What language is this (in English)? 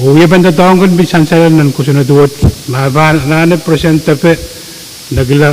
Pohnpeian